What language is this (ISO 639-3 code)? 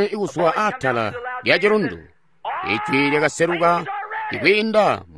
toi